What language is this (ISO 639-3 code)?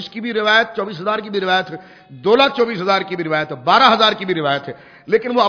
urd